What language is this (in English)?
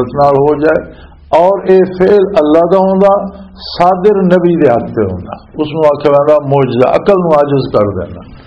Western Panjabi